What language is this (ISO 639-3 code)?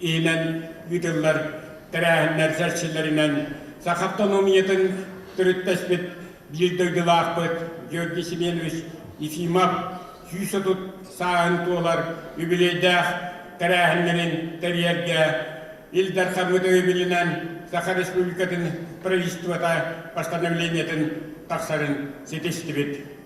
sah